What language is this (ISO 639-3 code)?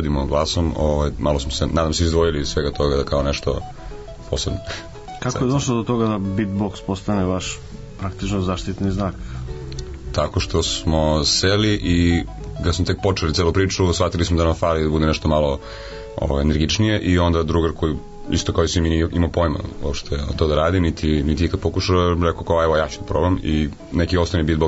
srp